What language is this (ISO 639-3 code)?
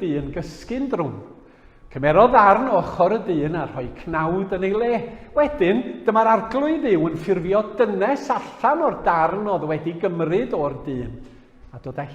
cym